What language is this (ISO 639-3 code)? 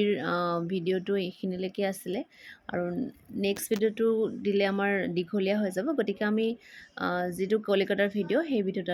asm